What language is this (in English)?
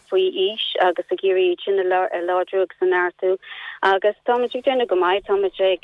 Irish